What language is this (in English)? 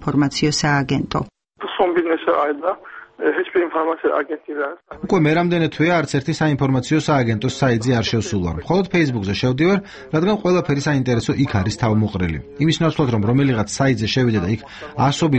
Georgian